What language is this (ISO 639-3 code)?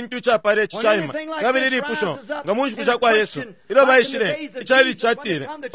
bem